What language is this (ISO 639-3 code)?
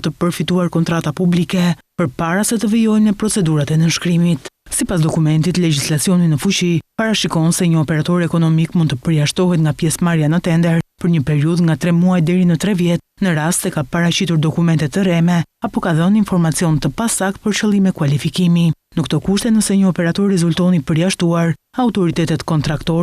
sqi